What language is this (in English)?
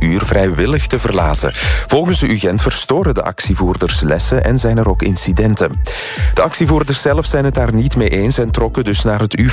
Dutch